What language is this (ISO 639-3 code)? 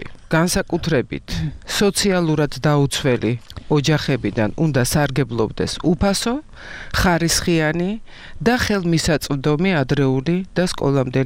kat